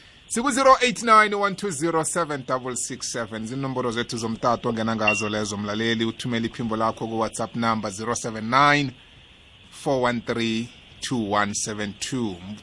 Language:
South Ndebele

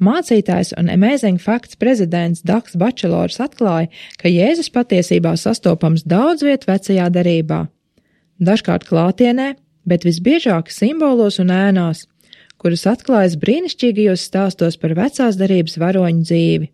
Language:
Latvian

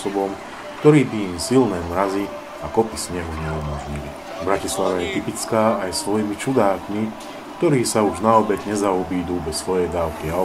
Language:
Slovak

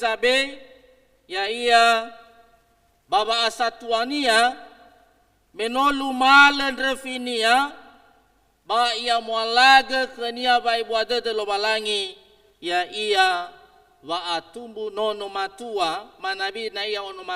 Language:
Nias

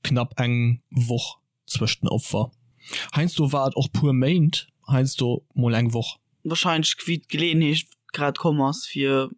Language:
Luxembourgish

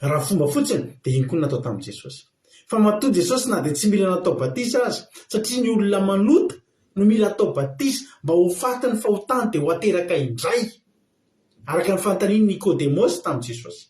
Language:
Malagasy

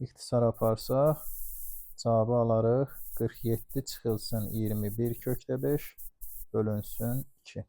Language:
Azerbaijani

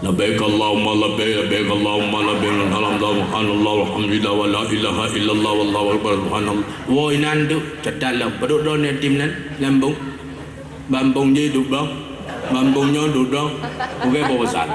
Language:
Achinese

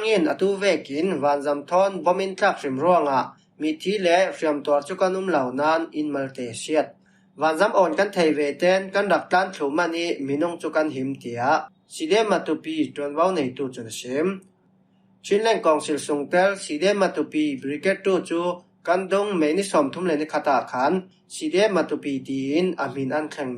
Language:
Falam Chin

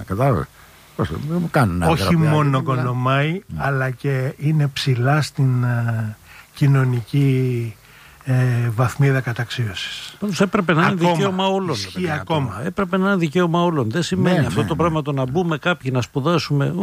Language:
Greek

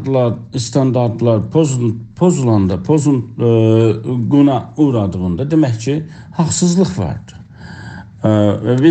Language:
South Azerbaijani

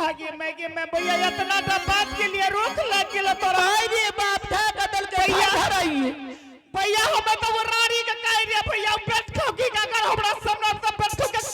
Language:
Angika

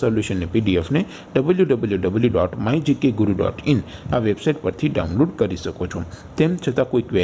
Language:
Gujarati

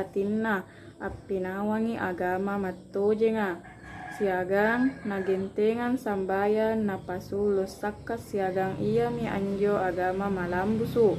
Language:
Makasar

